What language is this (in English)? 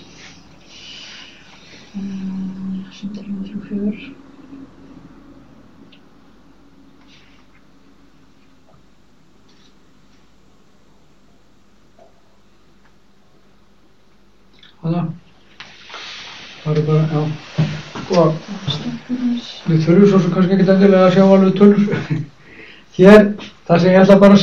Icelandic